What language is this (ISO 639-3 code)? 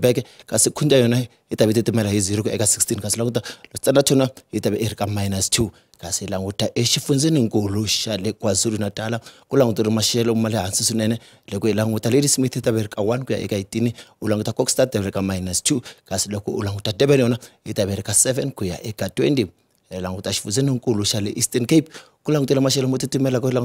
tso